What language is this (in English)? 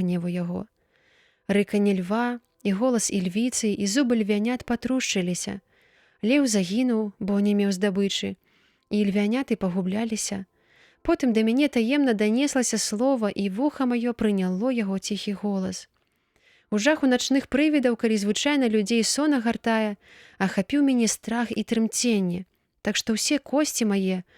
Belarusian